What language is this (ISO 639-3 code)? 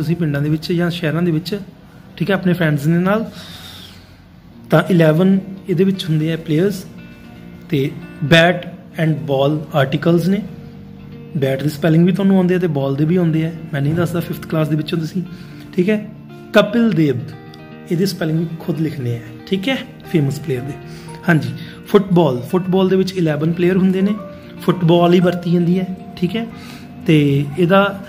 pan